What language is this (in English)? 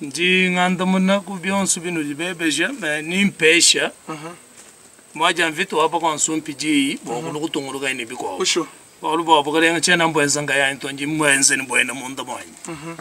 Luba-Lulua